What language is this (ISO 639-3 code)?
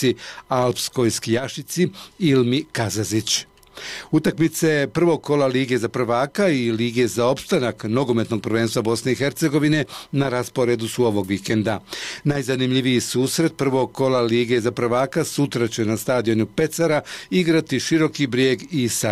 bos